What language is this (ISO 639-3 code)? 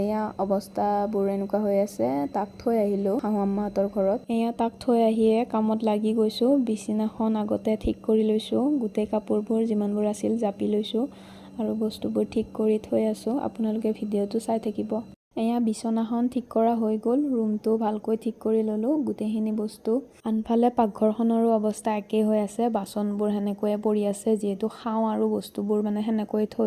asm